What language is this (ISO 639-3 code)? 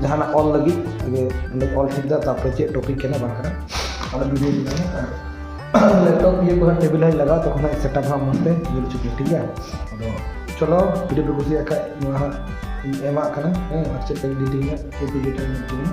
sat